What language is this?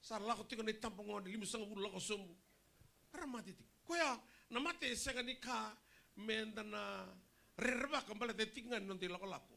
Fijian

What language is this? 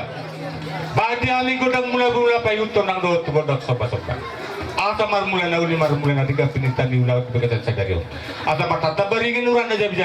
Batak Toba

